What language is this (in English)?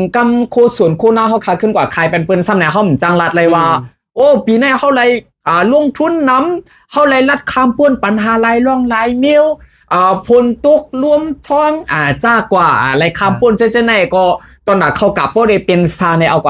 Shan